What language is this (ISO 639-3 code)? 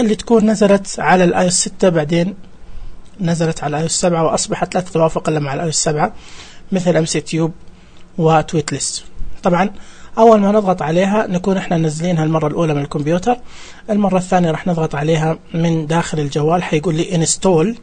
ars